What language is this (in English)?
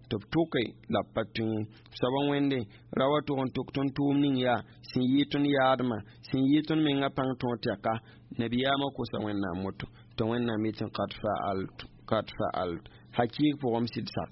Mossi